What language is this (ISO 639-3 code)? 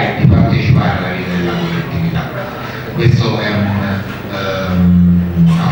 ita